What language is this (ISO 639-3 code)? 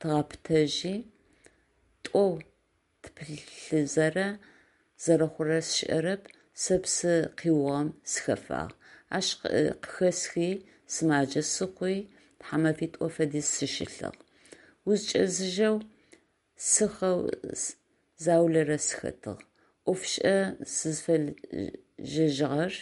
ady